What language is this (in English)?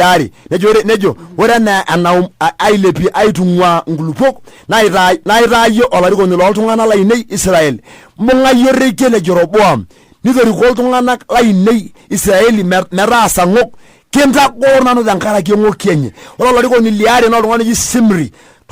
Masai